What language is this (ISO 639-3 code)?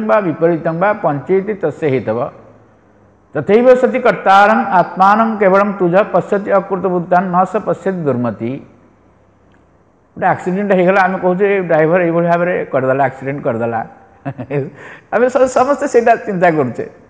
ori